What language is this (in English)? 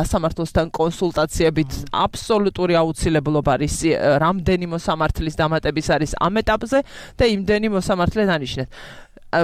Georgian